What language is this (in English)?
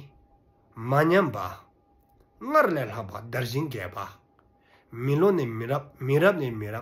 Dzongkha